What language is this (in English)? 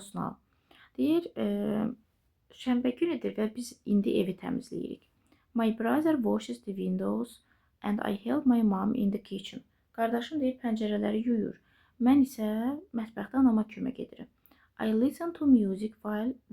Azerbaijani